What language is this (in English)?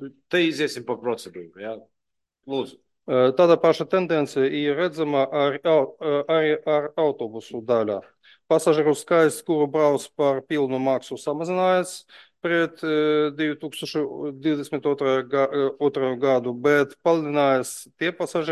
Latvian